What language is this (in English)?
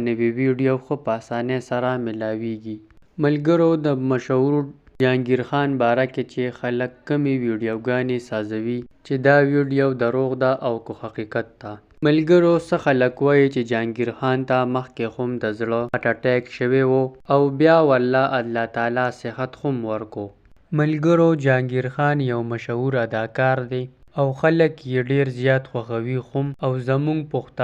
Pashto